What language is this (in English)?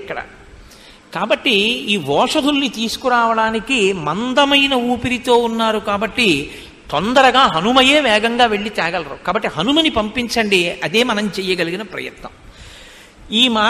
Telugu